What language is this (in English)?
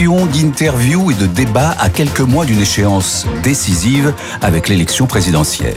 French